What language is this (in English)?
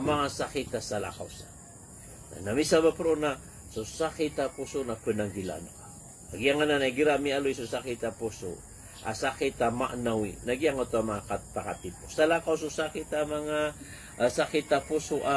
Maranao